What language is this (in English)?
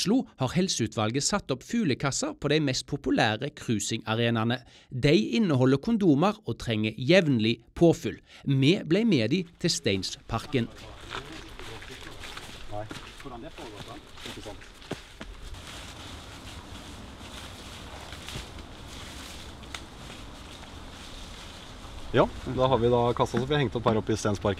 Norwegian